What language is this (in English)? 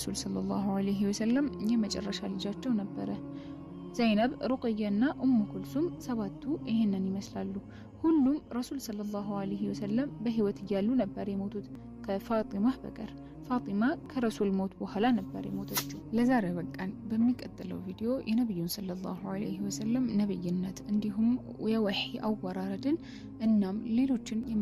Amharic